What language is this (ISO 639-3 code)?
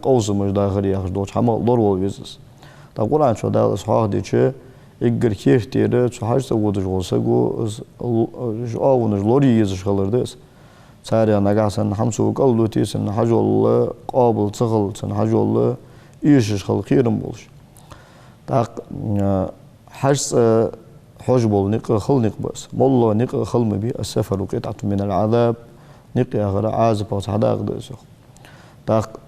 inh